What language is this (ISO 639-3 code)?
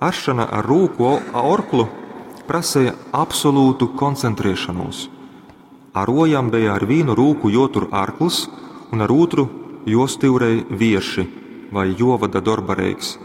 ltg